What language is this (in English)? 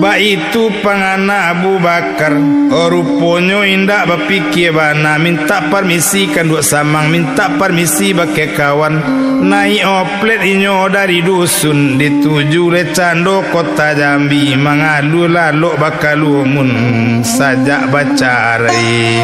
Minangkabau